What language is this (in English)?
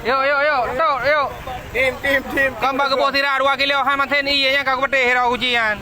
Achinese